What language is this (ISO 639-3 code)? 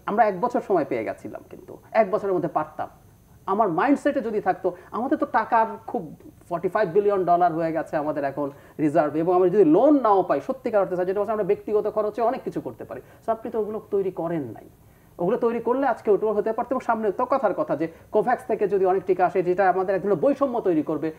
ben